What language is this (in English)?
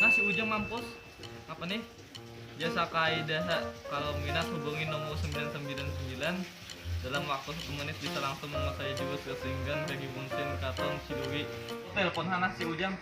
Banjar